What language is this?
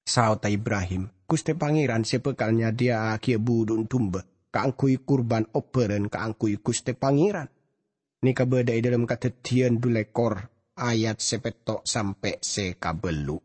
Madurese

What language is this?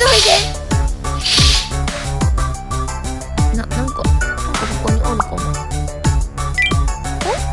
Japanese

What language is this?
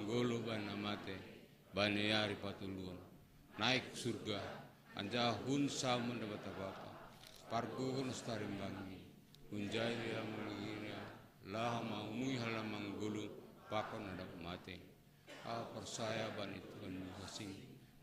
Batak Simalungun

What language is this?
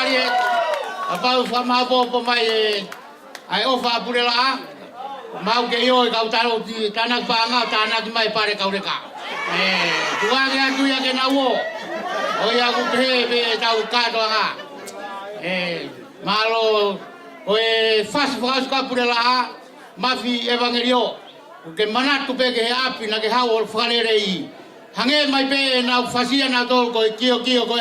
Tongan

